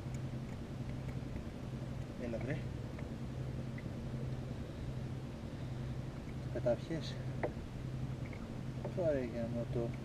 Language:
Greek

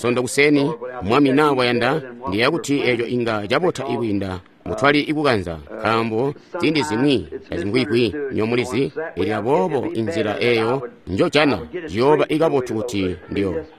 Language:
Tonga (Zambia)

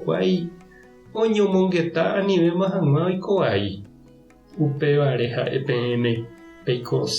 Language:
Guarani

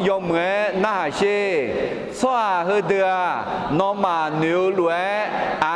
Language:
Akha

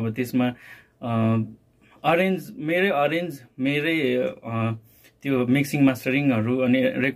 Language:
Nepali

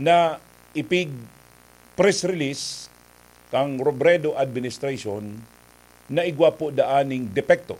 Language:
Bikol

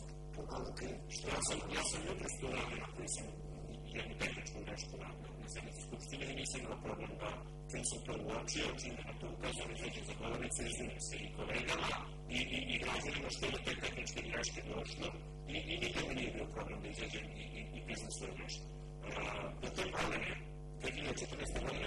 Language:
Serbian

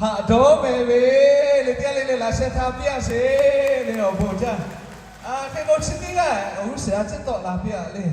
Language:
Lahu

